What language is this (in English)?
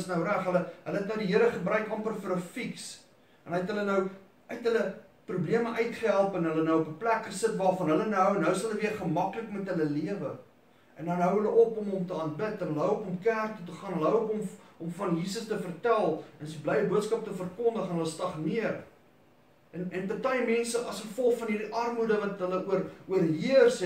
Afrikaans